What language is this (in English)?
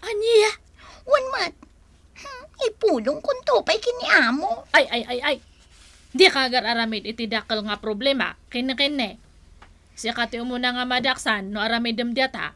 Iloko